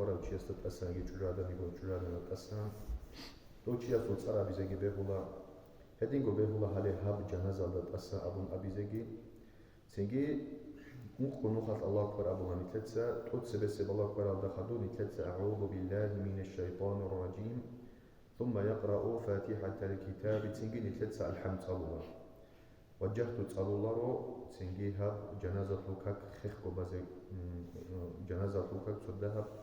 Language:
Avaric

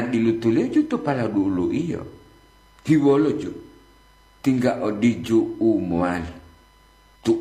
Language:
Gorontalo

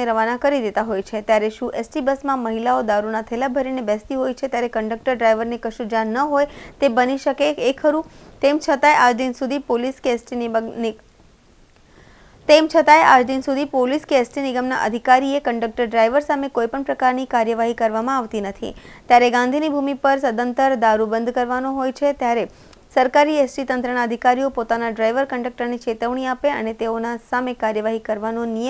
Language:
Gujarati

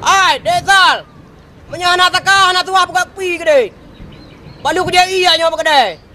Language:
Achinese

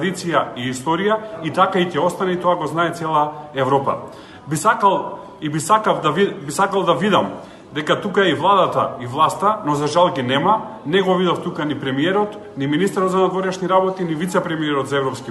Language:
Macedonian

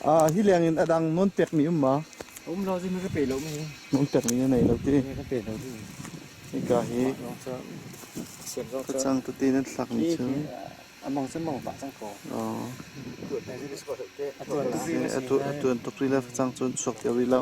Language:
Hakha Chin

